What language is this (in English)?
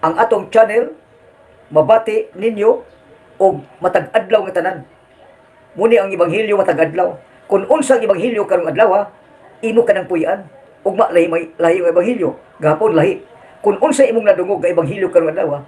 Cebuano